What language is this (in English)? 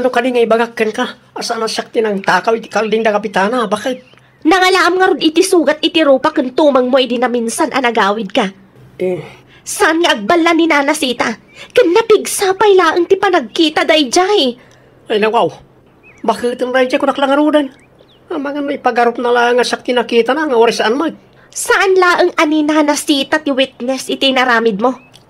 Iloko